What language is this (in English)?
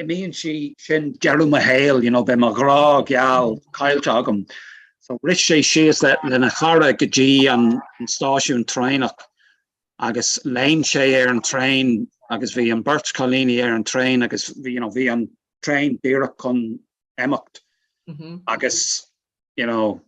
Irish